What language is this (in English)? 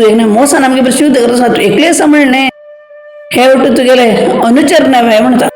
Konkani